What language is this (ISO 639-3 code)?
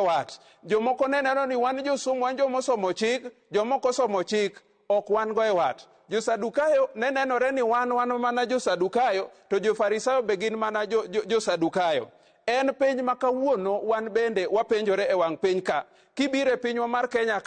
luo